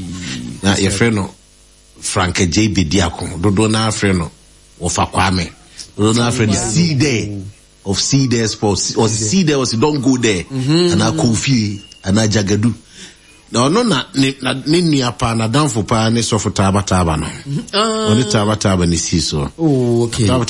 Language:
Akan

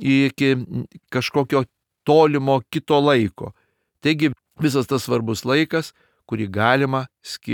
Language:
Lithuanian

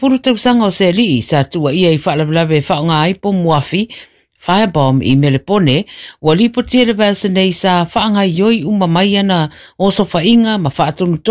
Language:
Samoan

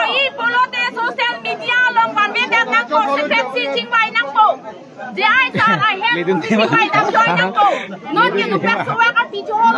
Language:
Karbi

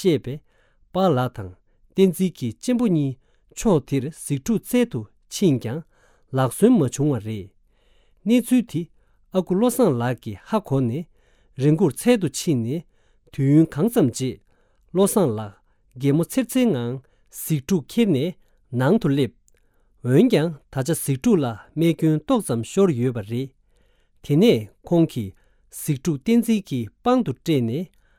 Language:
Tibetan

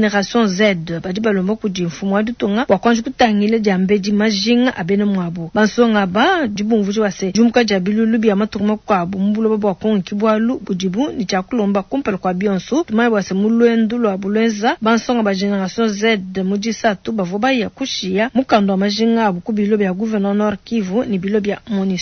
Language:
Luba-Lulua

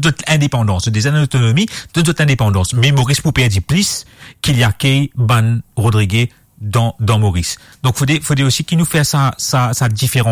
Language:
Morisyen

